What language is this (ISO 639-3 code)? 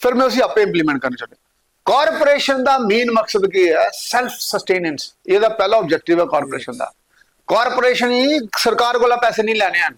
doi